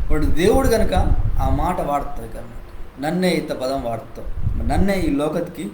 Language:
Koya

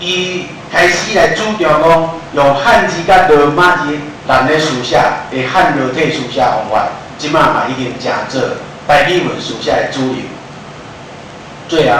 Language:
Min Nan Chinese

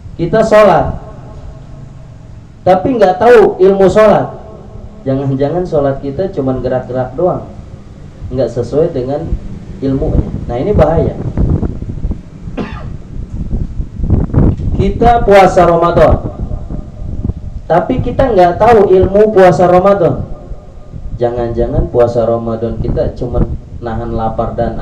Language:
Indonesian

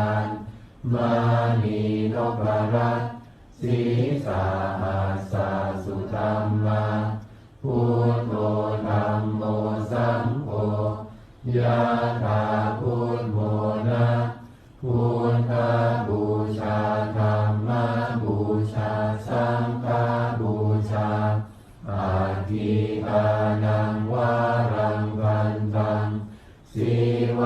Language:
Pali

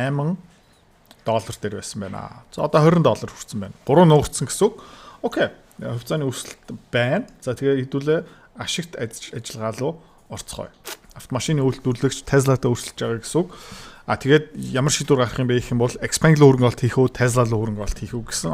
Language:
Mongolian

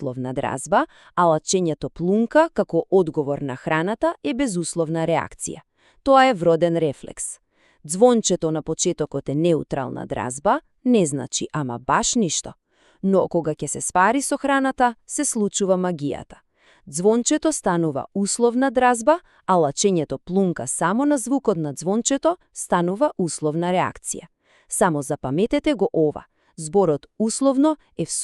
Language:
Macedonian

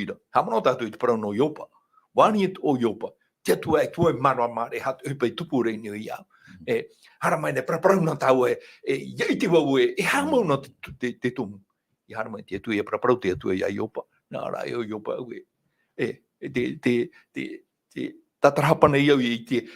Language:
Tahitian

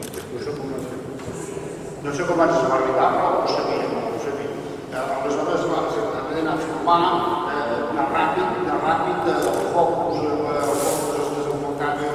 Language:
Catalan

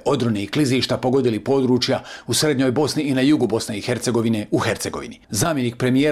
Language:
Bosnian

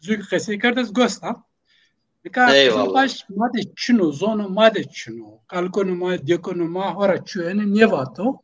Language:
Zaza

